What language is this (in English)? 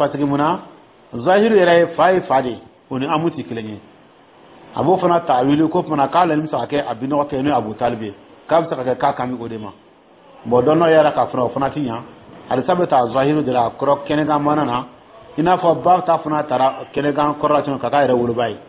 Dyula